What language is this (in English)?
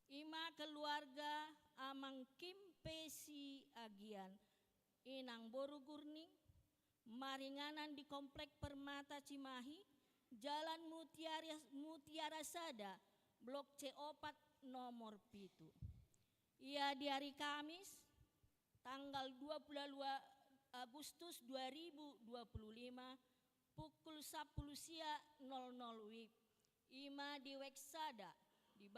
Batak Toba